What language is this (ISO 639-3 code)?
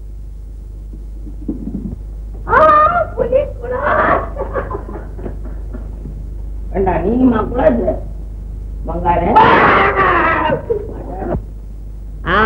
tam